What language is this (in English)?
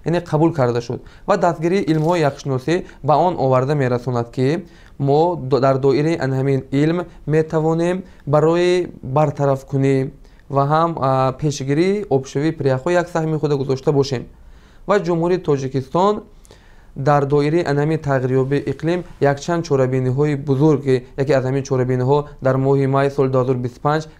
Tajik